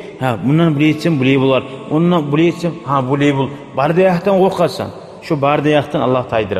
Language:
Kumyk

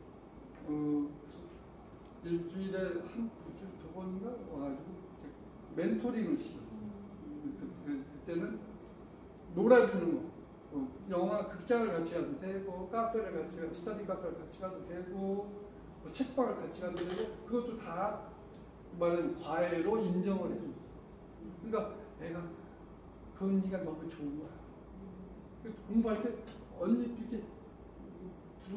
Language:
Korean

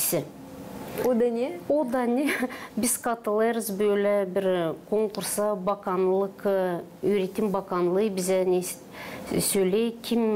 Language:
Gagauz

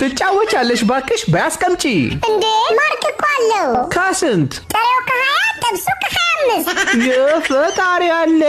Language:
Amharic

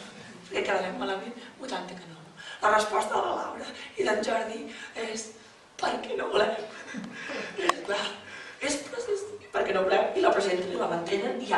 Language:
Catalan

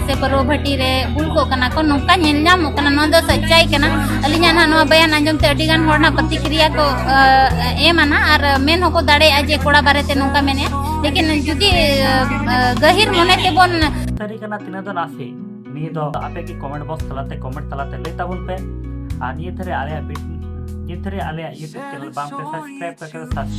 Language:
Santali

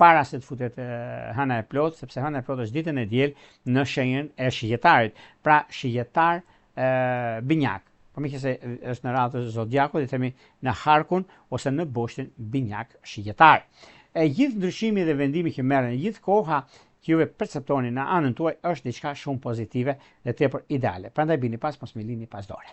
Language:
Albanian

